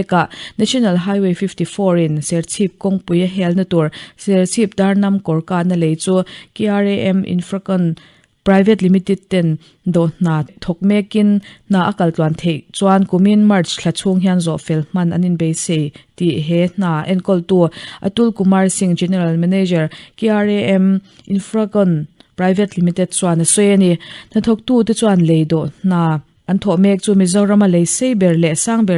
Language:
Mizo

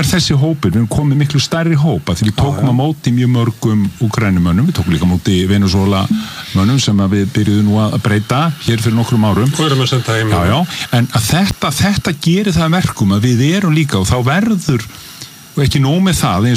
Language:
Icelandic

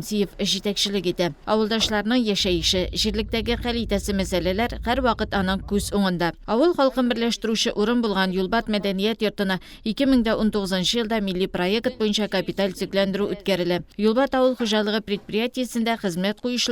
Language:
Tatar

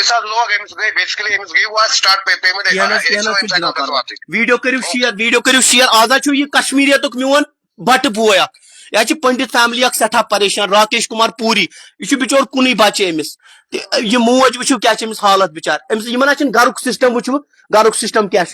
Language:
Kashmiri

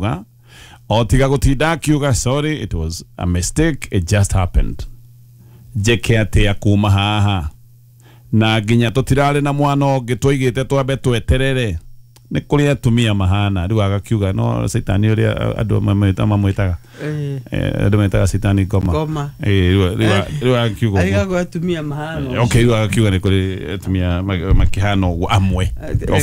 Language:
Kikuyu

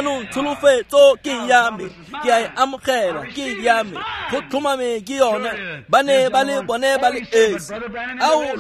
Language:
Tswana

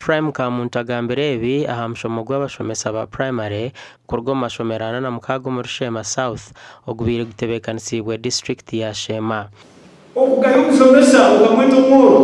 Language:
Nyankole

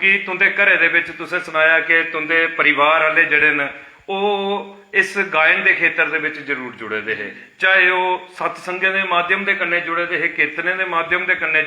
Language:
Dogri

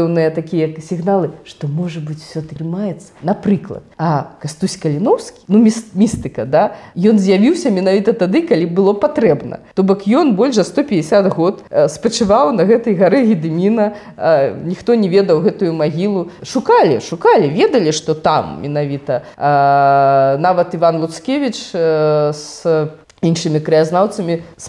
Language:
Belarusian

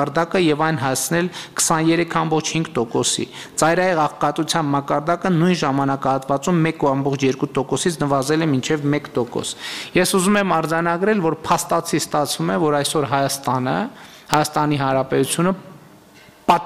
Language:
Armenian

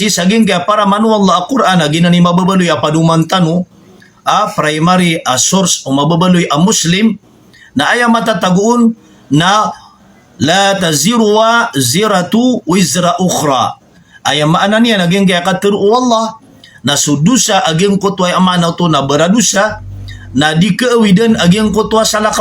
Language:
Maranao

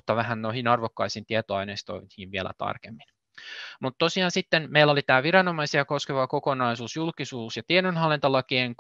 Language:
Finnish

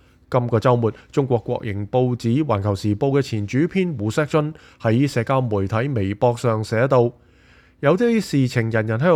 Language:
Cantonese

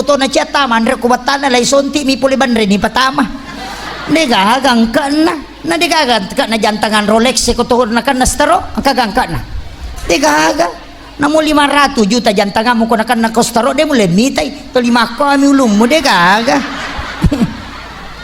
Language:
Buginese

